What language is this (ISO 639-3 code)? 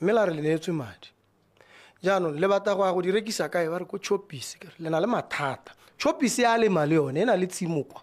tsn